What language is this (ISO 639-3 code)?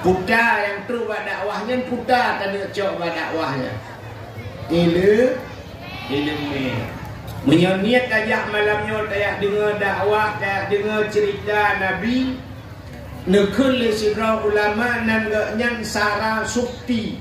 ace